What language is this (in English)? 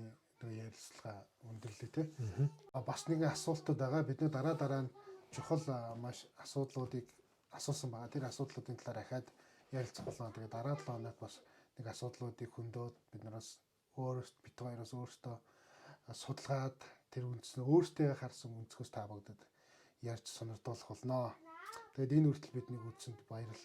Mongolian